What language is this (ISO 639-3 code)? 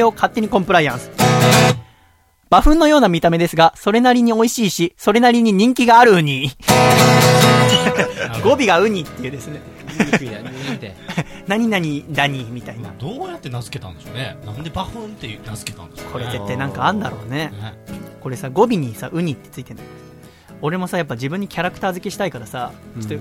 jpn